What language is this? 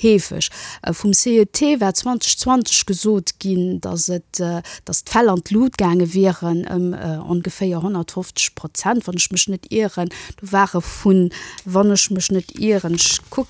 Luxembourgish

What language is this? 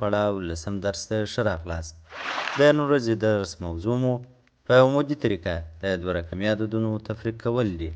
Pashto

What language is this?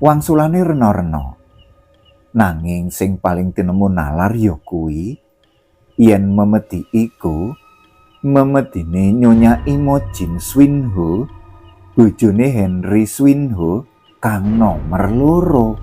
Javanese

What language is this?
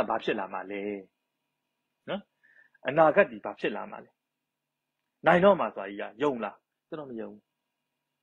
Burmese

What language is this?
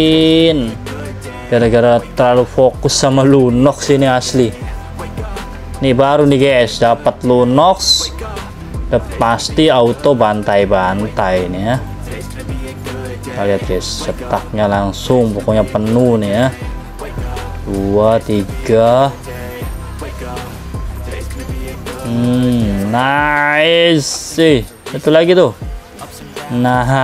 Indonesian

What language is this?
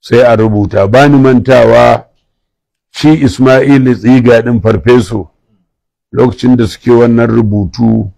Hausa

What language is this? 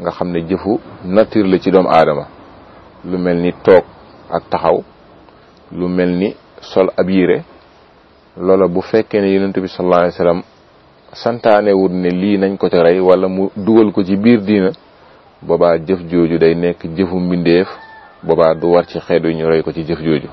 Wolof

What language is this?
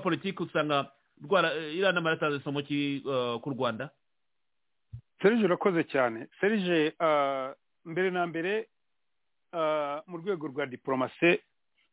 Kinyarwanda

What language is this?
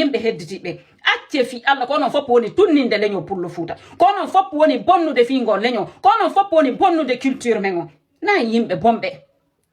Fula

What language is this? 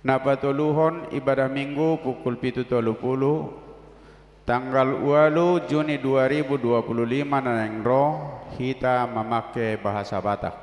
Batak Toba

